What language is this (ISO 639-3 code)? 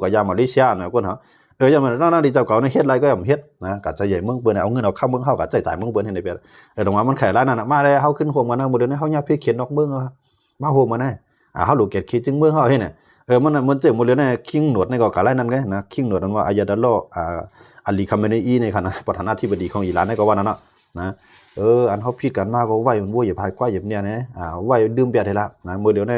shn